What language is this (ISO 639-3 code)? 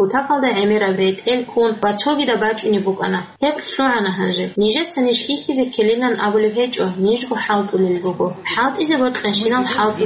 ava